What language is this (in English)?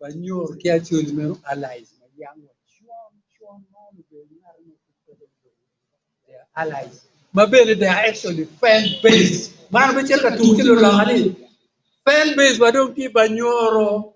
Acoli